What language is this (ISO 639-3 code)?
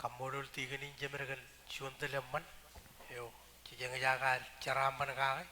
mah